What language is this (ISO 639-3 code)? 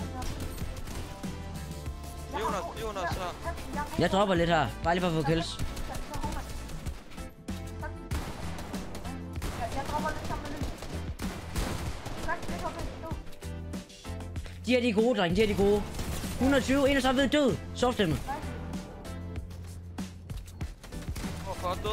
dan